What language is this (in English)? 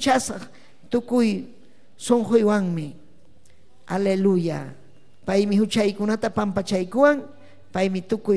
Ayacucho Quechua